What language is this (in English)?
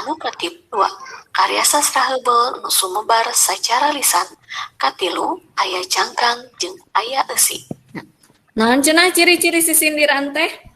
Sundanese